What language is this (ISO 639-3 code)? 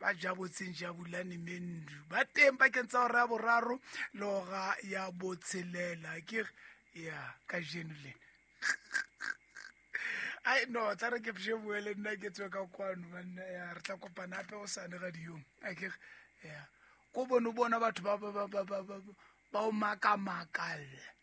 sot